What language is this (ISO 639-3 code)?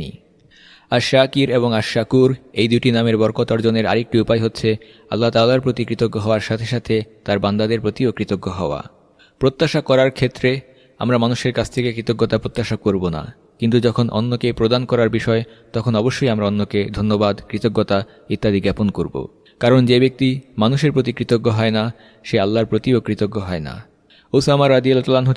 ben